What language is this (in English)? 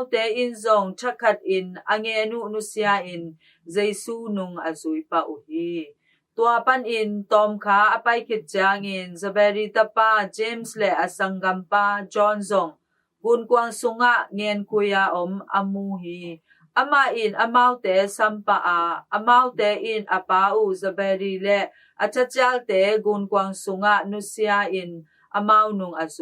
Tedim Chin